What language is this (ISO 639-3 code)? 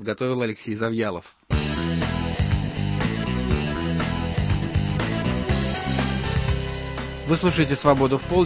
rus